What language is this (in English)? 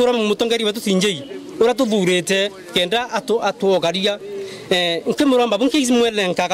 Meru